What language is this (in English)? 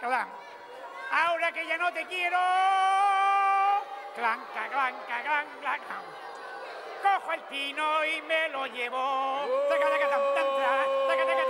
Basque